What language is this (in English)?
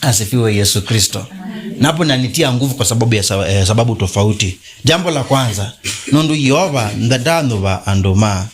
Kamba